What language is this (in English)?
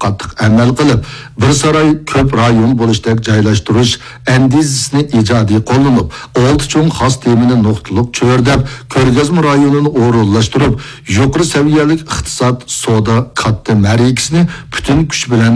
Uyghur